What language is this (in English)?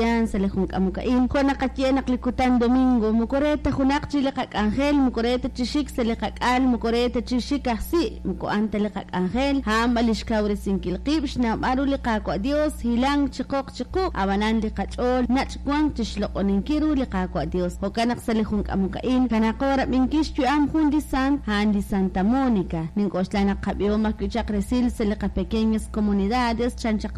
Kekchí